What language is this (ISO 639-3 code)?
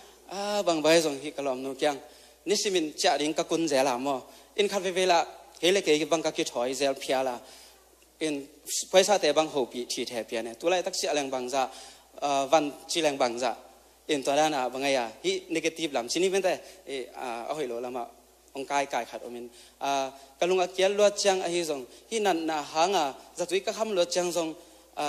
ctd